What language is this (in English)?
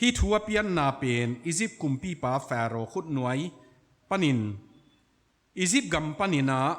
Tedim Chin